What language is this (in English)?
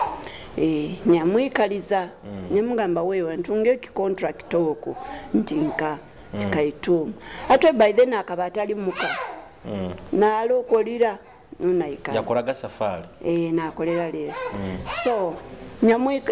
Nyoro